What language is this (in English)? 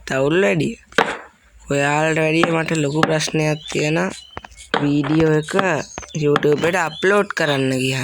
Sinhala